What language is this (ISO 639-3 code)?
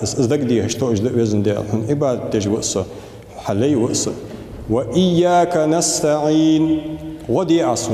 inh